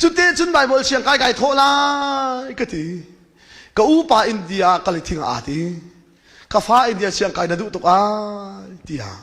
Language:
Hakha Chin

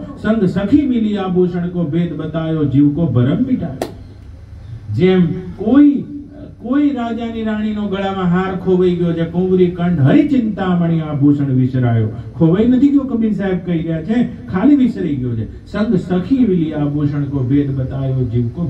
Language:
Gujarati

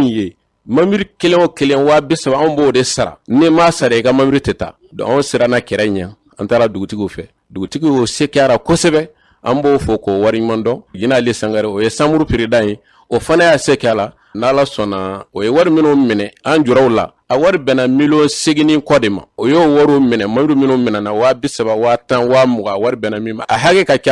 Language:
Bambara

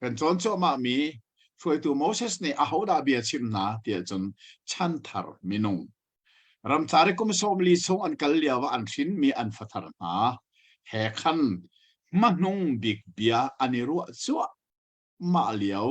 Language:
Hakha Chin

